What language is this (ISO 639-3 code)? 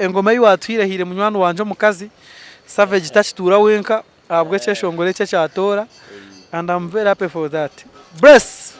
nyn